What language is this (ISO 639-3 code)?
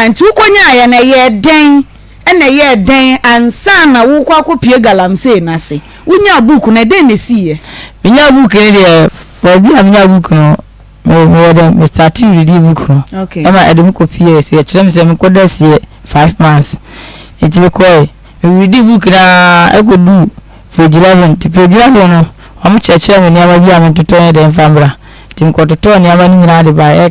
aka